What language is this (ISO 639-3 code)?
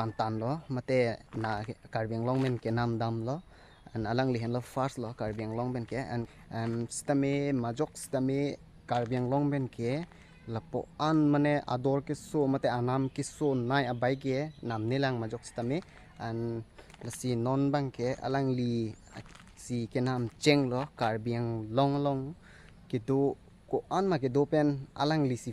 mjw